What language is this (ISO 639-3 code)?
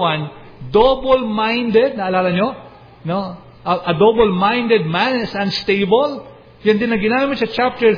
fil